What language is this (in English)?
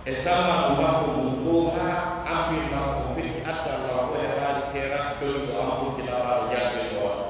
Pular